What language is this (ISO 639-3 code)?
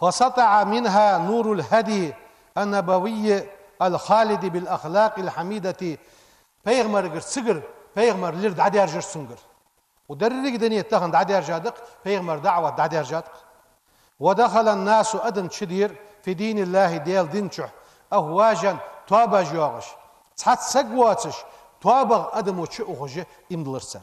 inh